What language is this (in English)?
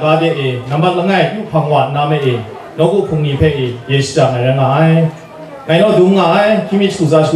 Kachin